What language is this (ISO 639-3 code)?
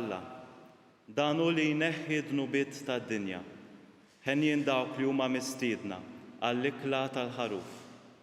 mlt